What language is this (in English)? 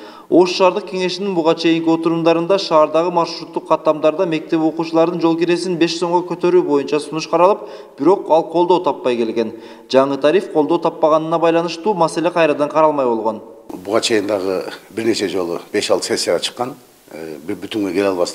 Kyrgyz